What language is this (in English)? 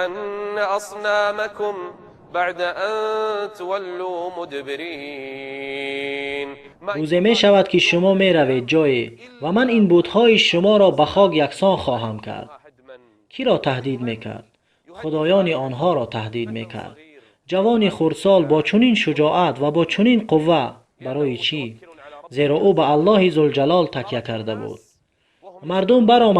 Tajik